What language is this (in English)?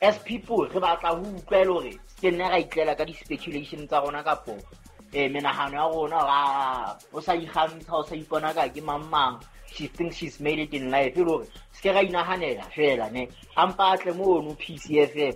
Southern Sotho